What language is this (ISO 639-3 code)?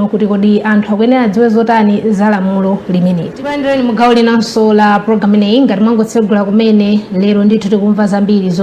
nya